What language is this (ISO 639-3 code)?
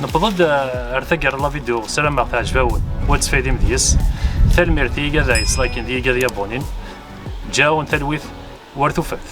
kab